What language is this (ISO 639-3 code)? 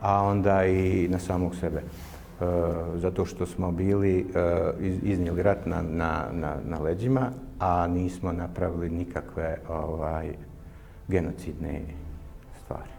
bos